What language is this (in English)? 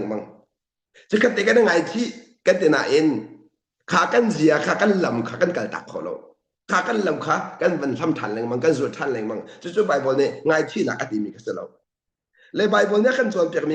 Hakha Chin